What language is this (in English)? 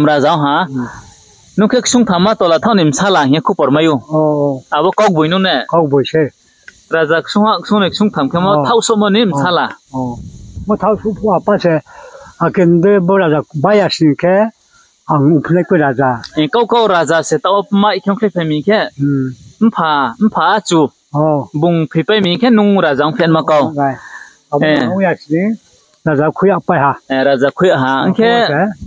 Riang (India)